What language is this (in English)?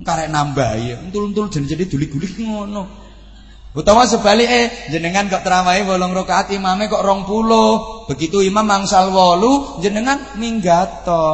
Javanese